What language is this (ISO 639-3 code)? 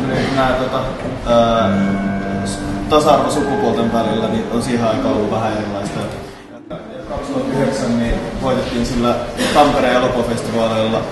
fin